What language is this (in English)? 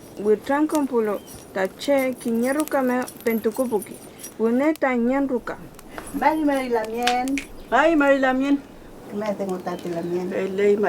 Mapuche